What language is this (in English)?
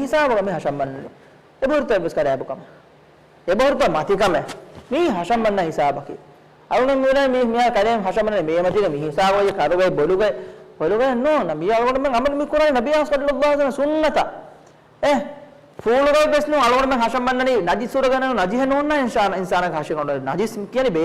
Divehi